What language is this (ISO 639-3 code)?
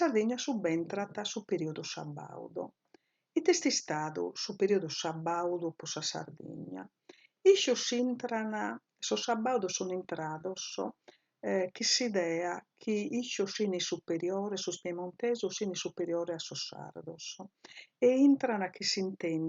srd